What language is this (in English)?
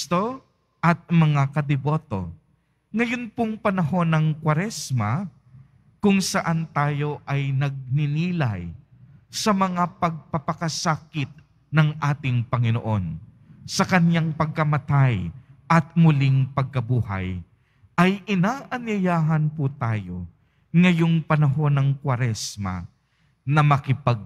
Filipino